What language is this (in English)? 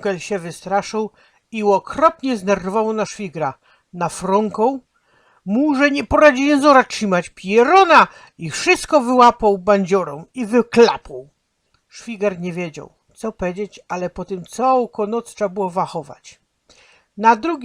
Silesian